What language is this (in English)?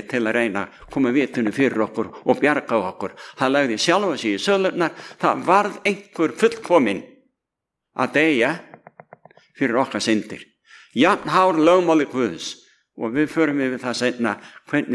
Icelandic